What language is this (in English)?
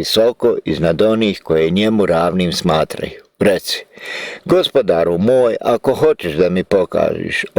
Bosnian